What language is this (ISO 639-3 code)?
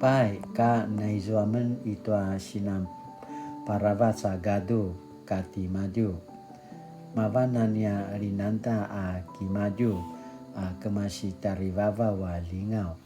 pwn